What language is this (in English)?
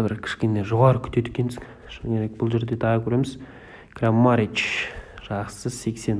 Kazakh